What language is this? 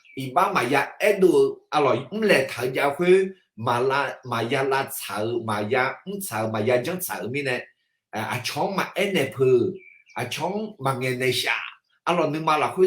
Akha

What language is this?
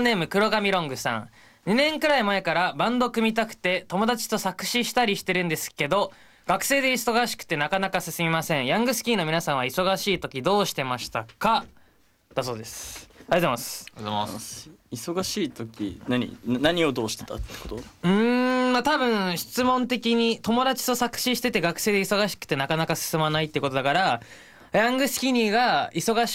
Japanese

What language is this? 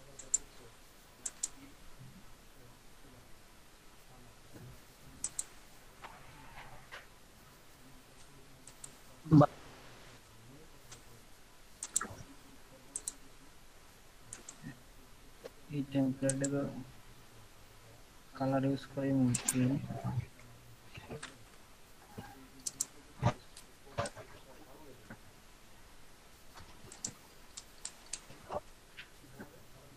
Bangla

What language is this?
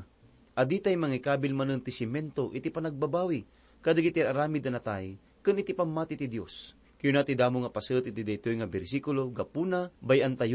Iloko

